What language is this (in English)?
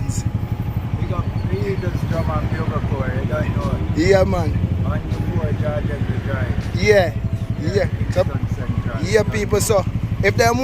Jamaican Creole English